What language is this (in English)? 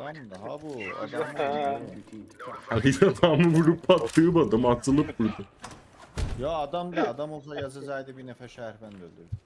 South Azerbaijani